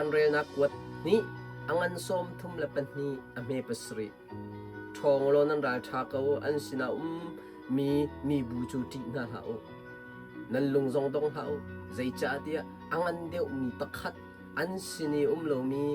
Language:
Hakha Chin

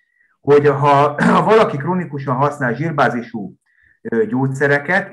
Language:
Hungarian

